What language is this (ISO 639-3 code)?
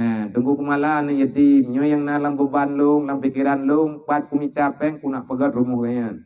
ace